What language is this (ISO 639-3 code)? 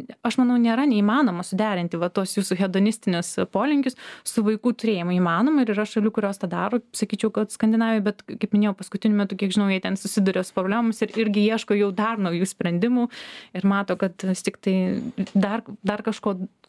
lit